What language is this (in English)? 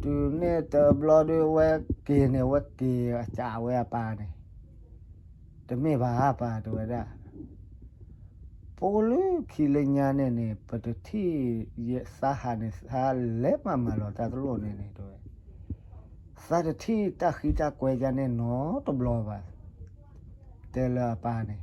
S'gaw Karen